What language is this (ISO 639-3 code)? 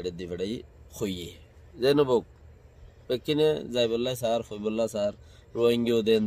rhg